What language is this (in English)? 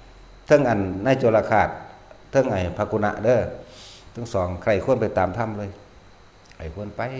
Lao